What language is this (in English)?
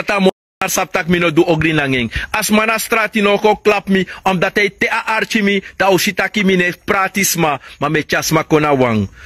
Sranan Tongo